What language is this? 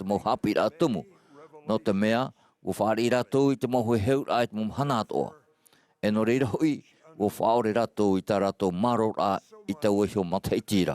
Tahitian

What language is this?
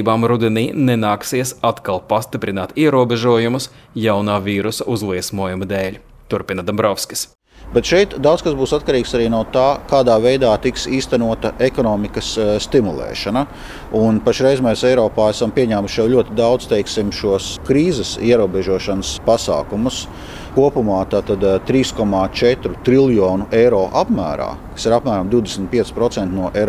Latvian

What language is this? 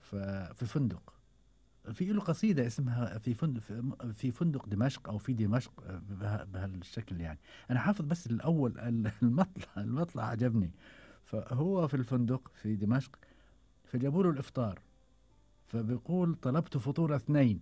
Gulf Arabic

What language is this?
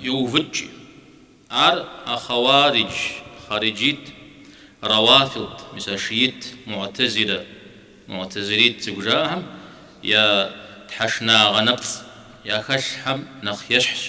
Kabardian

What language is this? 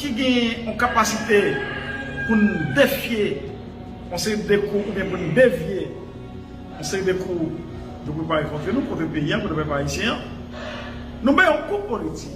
Haitian Creole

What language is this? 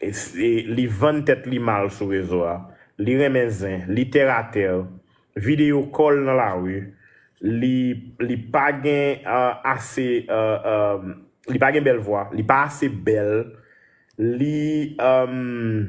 Haitian Creole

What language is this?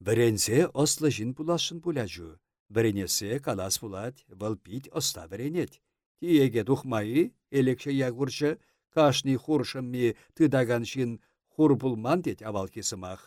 Chuvash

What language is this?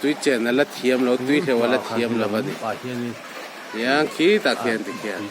Mizo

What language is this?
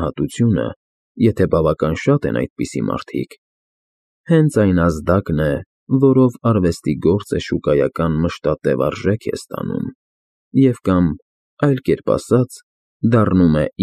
Armenian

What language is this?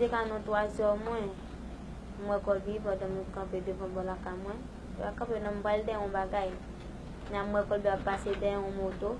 Haitian Creole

